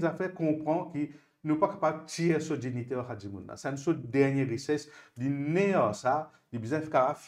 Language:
Morisyen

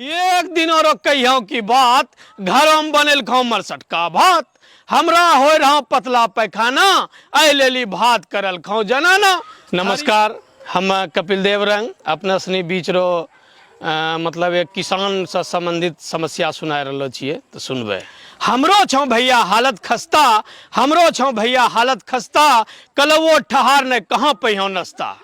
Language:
Angika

